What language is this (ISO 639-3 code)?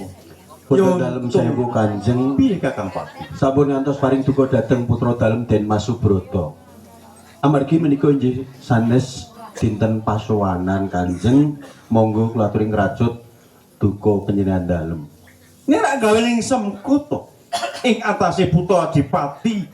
jav